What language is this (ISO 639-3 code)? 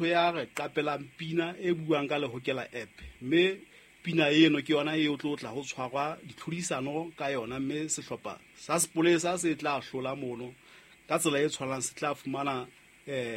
sot